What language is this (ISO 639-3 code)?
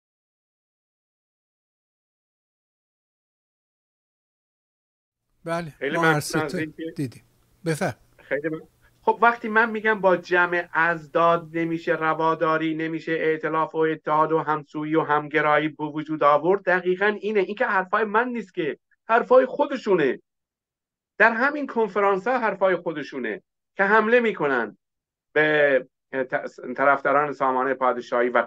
fas